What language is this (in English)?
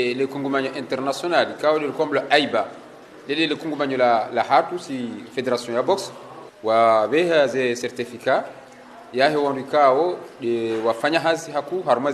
Ngazidja Comorian